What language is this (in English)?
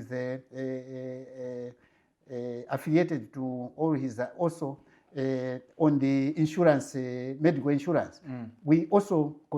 Nyanja